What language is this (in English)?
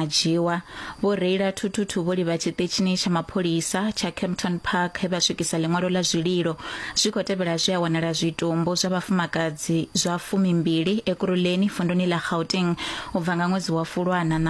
Venda